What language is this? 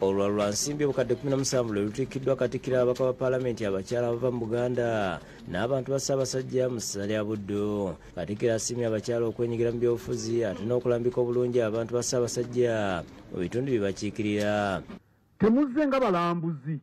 Ganda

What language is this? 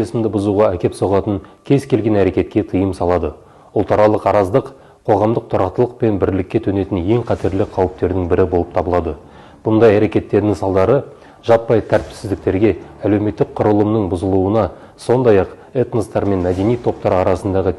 Kazakh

